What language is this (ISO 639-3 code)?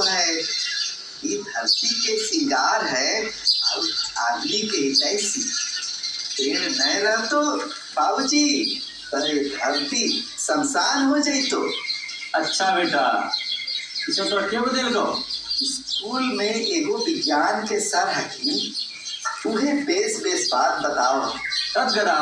mag